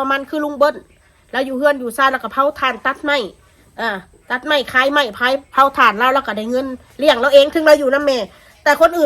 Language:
Northeastern Thai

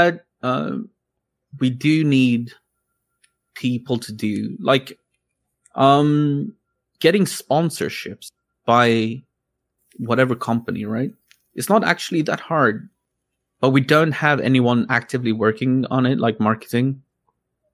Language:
English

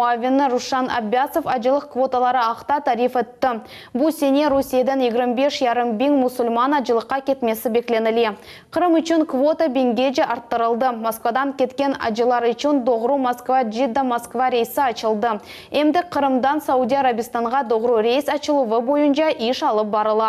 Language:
Crimean Tatar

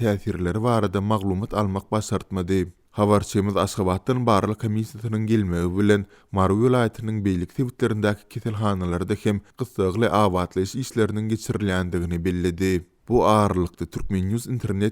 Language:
Turkmen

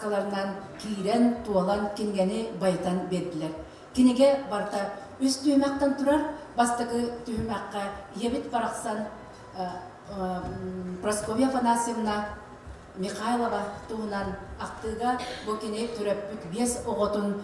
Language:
Yakut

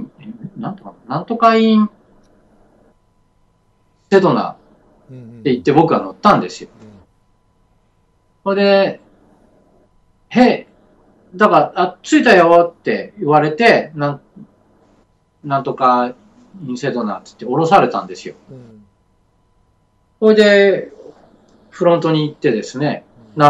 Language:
Japanese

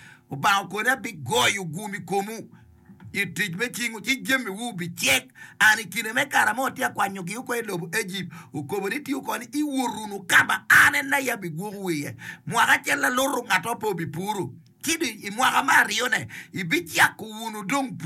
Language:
Acoli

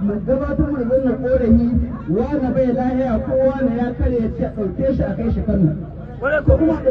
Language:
Hausa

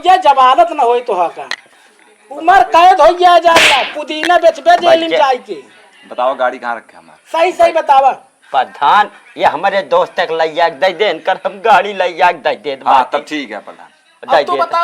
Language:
Awadhi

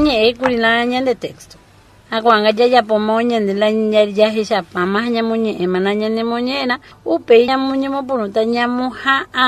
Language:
Guarani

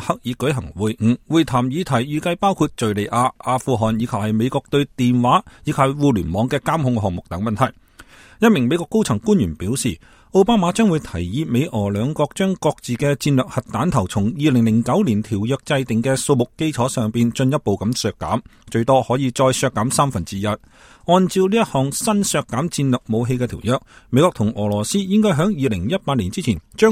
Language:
Cantonese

